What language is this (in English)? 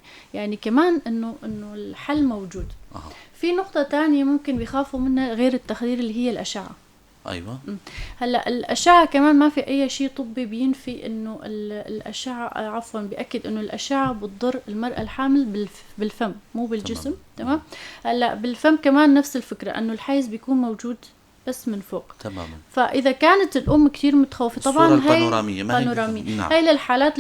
North Levantine Arabic